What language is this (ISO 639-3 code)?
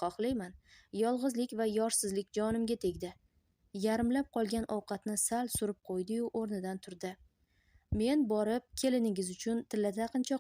uzb